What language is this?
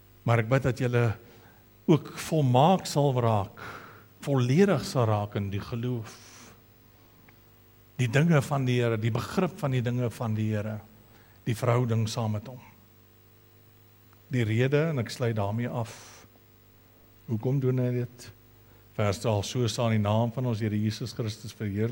Afrikaans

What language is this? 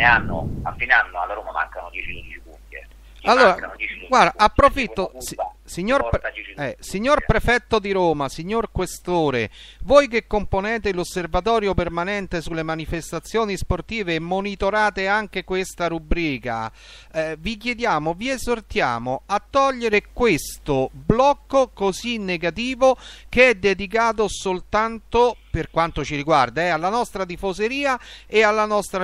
Italian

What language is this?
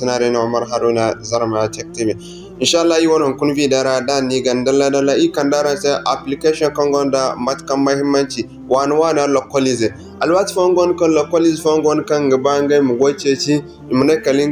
Zarma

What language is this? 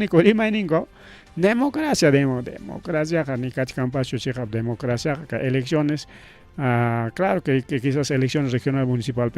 Ayacucho Quechua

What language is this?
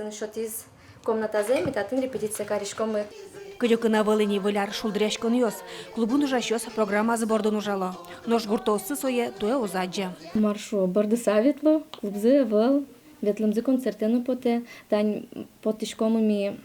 Udmurt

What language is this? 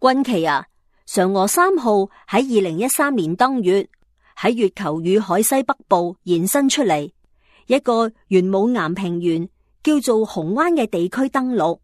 Cantonese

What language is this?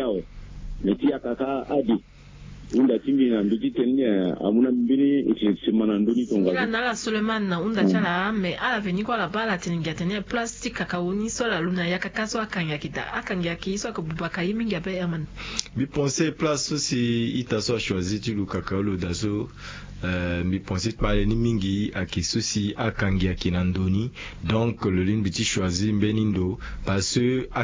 Sango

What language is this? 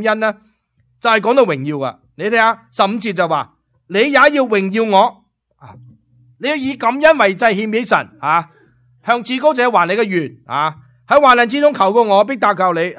Cantonese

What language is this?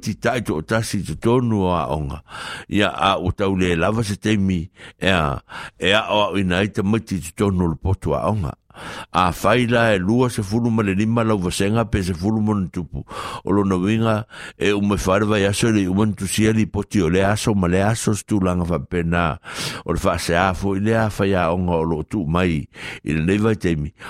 Samoan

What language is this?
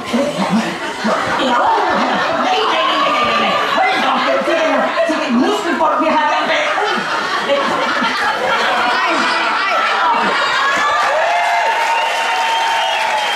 Danish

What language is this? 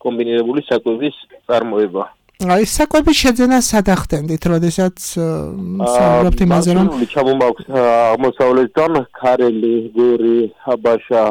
Georgian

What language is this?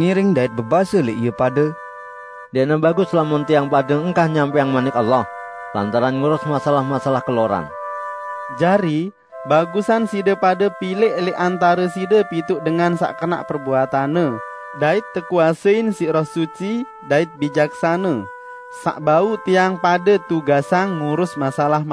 Sasak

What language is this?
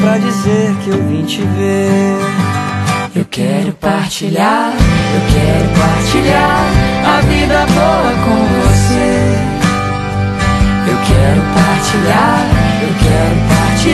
Portuguese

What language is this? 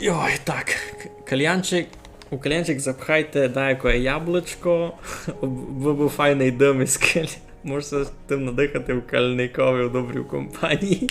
Rusyn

